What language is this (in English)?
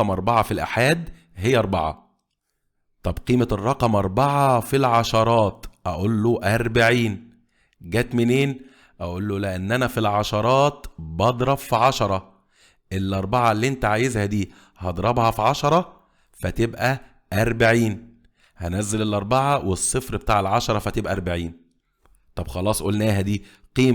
Egyptian Arabic